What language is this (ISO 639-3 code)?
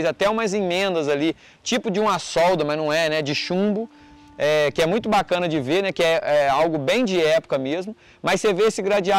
por